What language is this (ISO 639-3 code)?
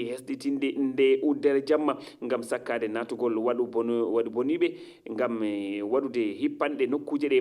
ful